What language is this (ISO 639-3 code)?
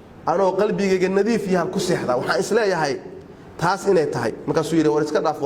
som